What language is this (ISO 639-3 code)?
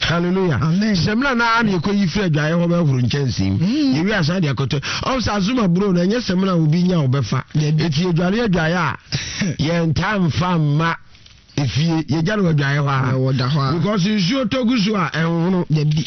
aka